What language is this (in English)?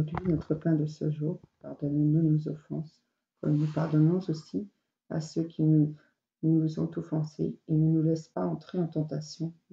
French